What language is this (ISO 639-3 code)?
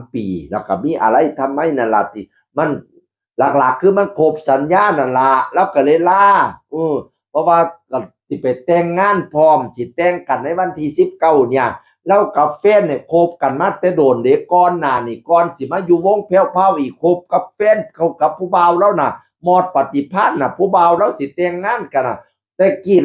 tts